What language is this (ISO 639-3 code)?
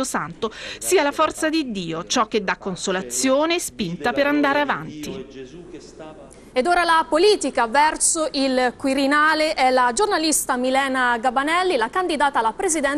ita